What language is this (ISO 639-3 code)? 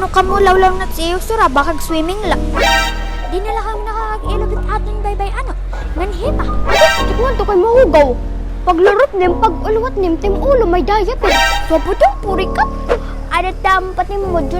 war